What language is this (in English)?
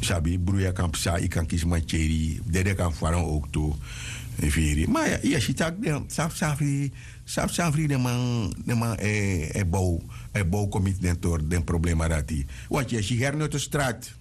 Sranan Tongo